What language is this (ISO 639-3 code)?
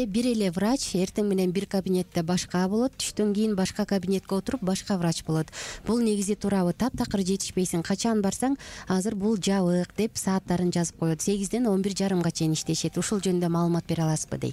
kir